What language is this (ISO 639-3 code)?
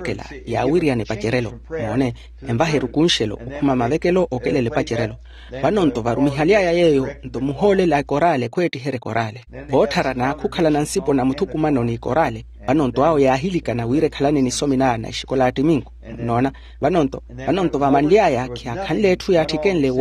vmw